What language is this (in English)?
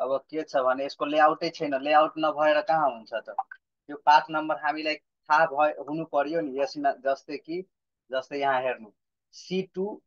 Nepali